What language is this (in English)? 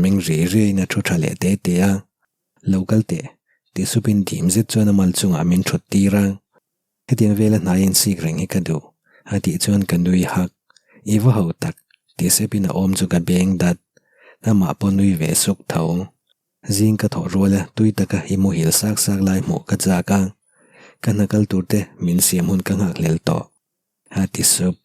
Mizo